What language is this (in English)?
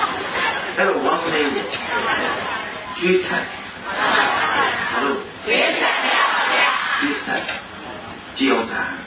Burmese